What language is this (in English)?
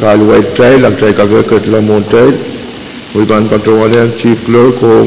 Pohnpeian